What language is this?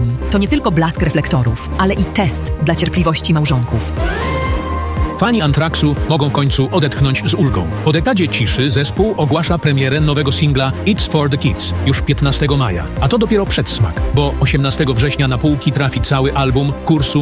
Polish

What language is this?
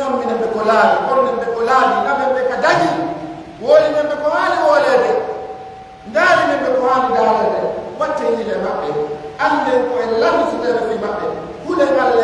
Pular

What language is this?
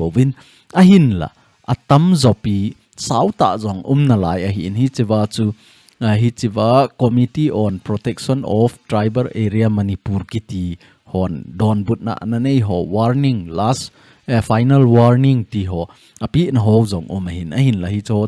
Thado Chin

